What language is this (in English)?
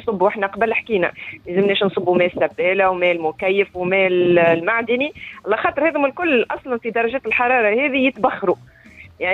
Tunisian Arabic